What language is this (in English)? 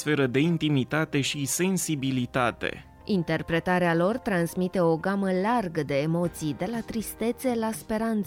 Romanian